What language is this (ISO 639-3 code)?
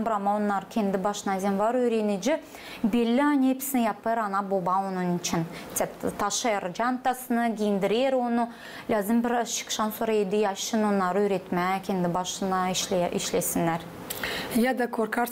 gag